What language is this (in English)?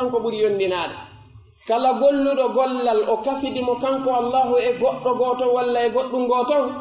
Pular